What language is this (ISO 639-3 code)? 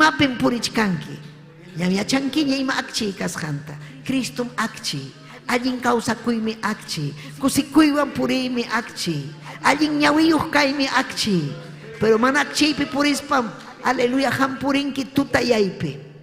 quy